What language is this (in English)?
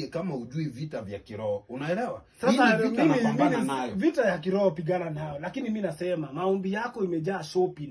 Swahili